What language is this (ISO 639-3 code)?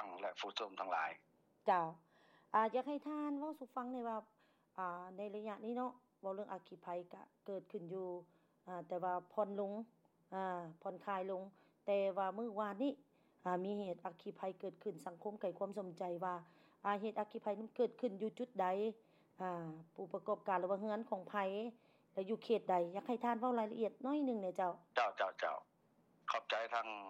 lao